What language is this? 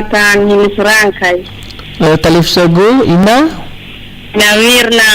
Nias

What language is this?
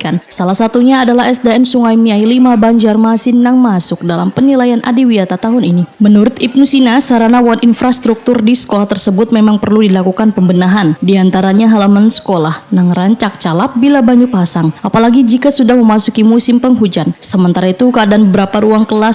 Banjar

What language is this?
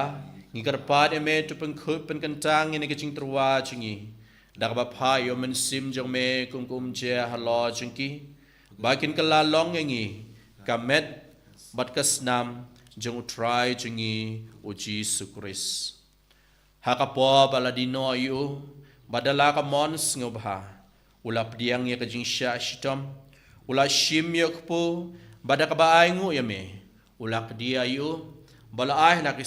Khasi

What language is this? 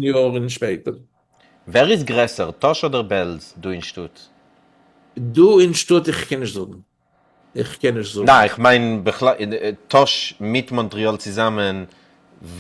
Yiddish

